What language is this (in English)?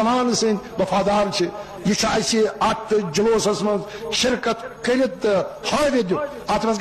Kashmiri